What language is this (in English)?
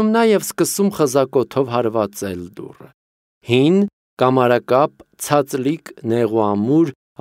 Armenian